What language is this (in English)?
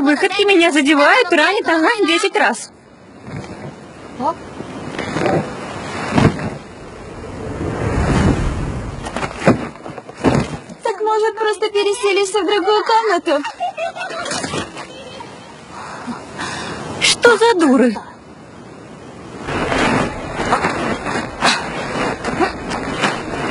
Russian